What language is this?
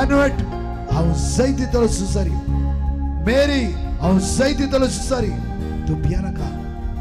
Konkani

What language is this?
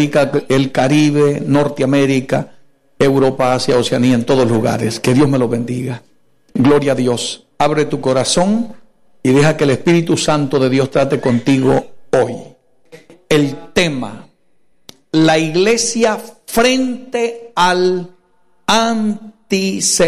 Spanish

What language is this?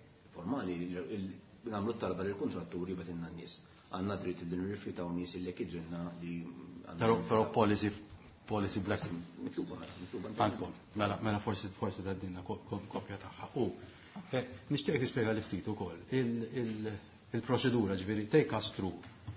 Maltese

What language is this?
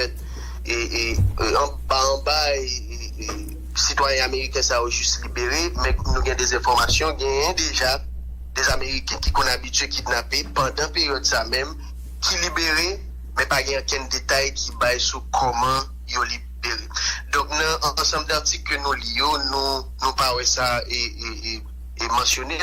Haitian Creole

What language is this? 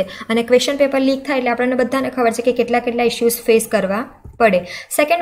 Gujarati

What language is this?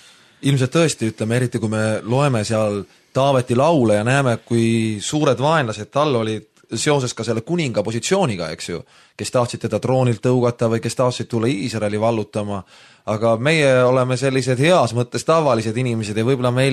Estonian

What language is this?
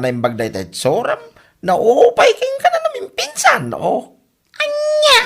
Iloko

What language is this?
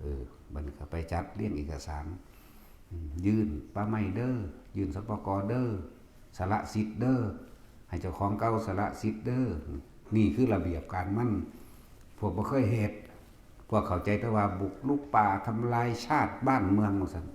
Northeastern Thai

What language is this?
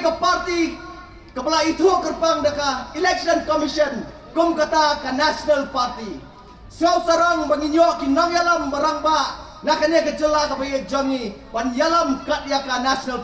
Pnar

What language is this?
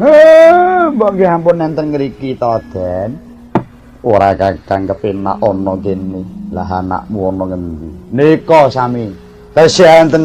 Javanese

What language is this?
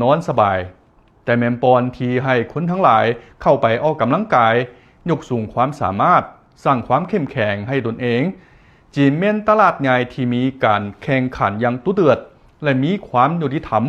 Lao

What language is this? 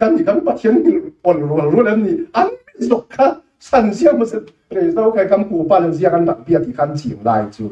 Falam Chin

